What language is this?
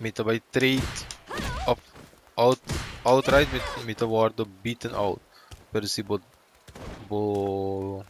Papiamento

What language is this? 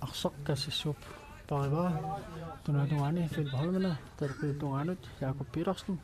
Kalaallisut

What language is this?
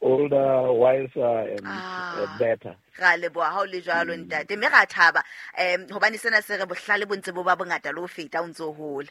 Southern Sotho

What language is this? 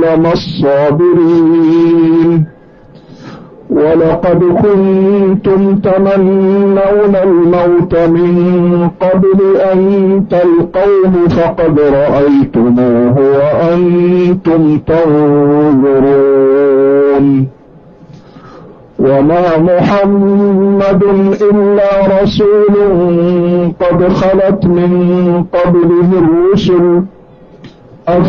Arabic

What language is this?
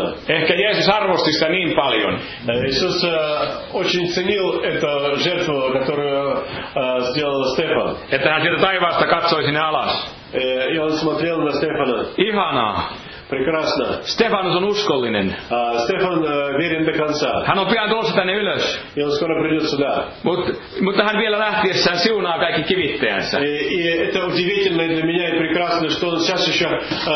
Finnish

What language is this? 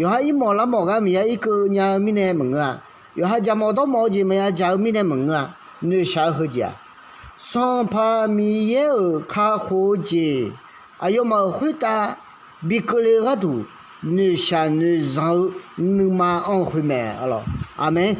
Akha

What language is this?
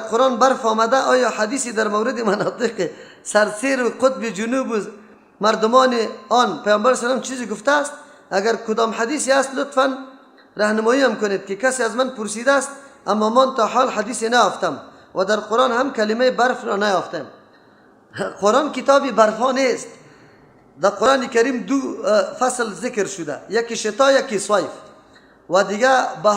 Persian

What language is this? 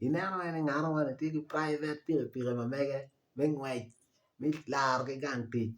Acoli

